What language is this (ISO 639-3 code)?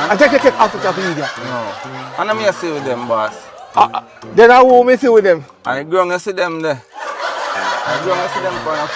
jam